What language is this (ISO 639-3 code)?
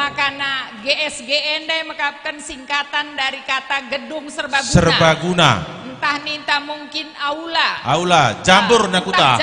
btx